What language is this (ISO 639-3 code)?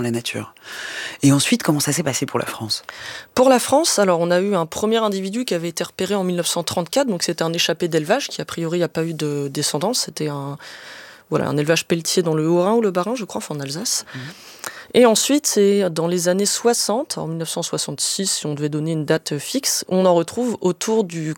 fra